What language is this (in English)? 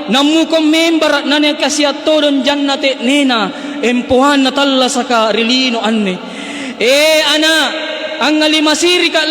Makasar